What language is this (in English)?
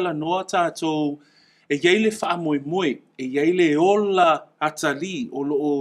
Samoan